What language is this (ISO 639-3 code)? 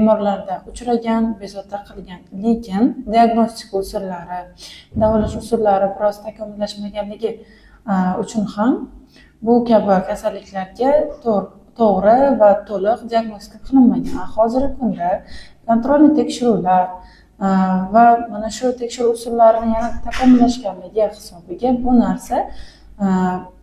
uzb